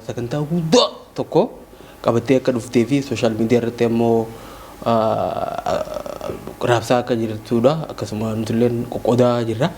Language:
Oromo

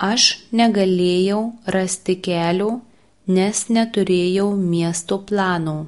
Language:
Lithuanian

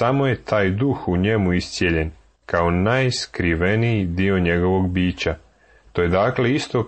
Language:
Serbian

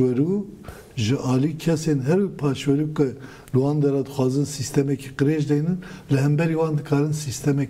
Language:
Kurdish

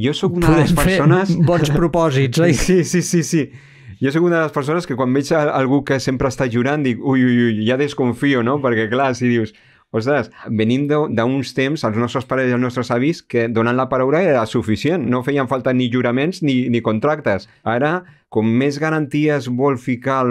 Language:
Catalan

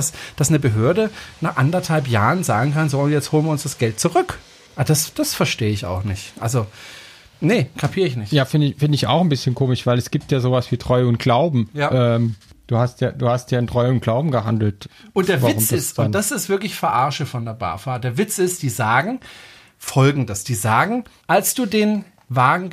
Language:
German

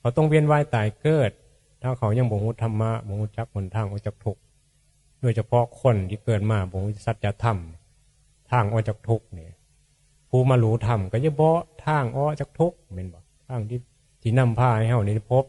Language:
Northeastern Thai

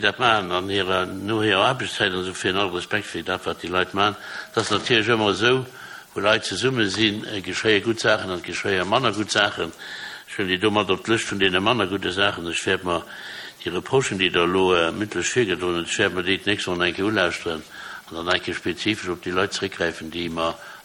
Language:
Luxembourgish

